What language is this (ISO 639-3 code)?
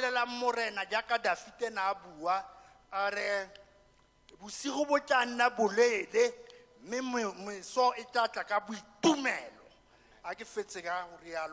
tsn